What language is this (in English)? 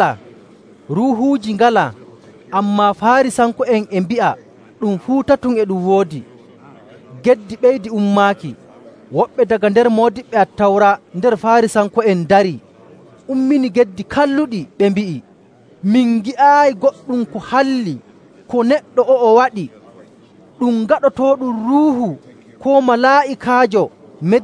Nigerian Fulfulde